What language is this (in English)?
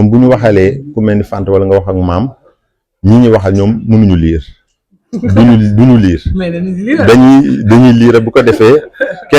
Wolof